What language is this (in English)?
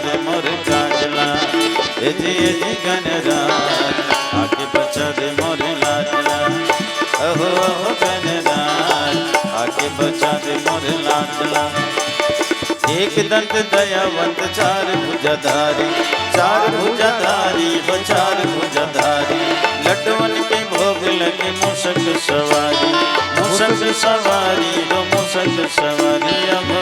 Chhattisgarhi